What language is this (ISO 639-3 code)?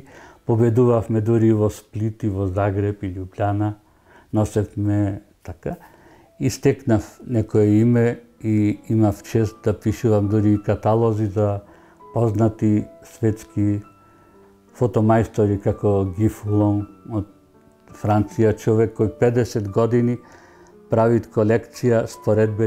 mkd